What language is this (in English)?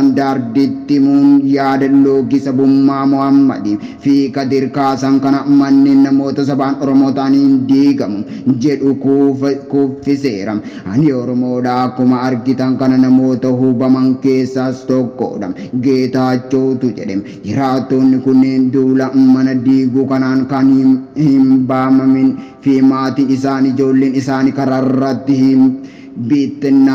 Oromo